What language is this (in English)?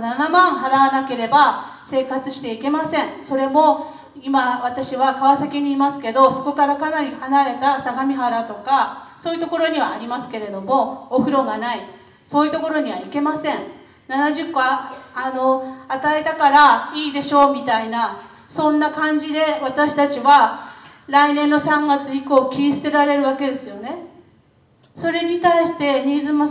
Japanese